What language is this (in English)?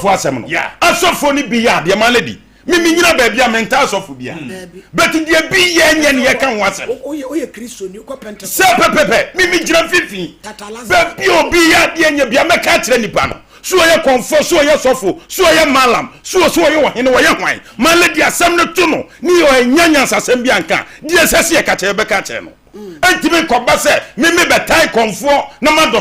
Akan